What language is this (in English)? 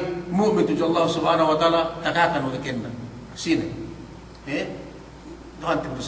Yakan